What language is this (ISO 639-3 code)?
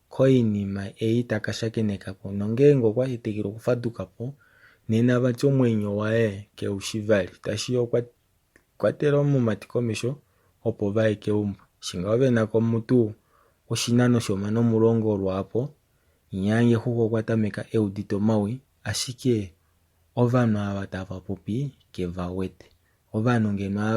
kua